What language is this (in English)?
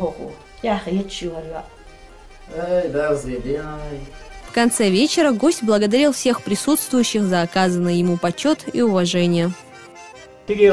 Chechen